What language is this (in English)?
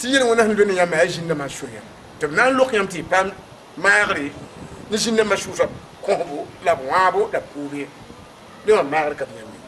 Mossi